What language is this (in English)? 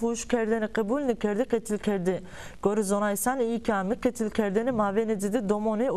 Zaza